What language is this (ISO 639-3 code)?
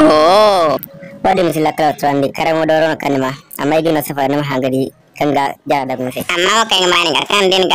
dje